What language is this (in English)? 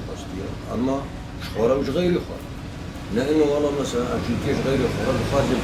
Kurdish